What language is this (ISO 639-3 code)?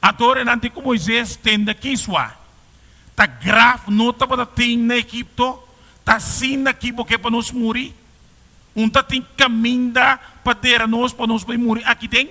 pap